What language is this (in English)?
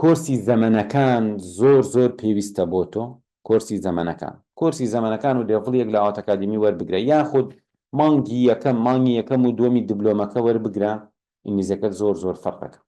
Central Kurdish